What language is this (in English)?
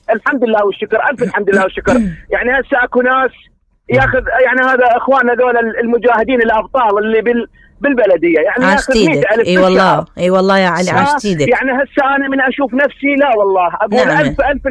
Mesopotamian Arabic